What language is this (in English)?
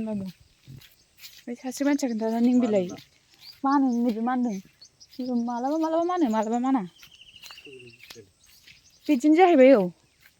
Bodo